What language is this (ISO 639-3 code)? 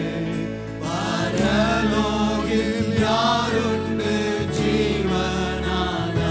tam